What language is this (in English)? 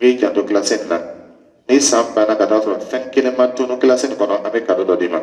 Dyula